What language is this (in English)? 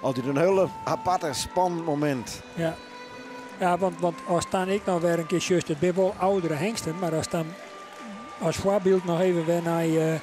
Western Frisian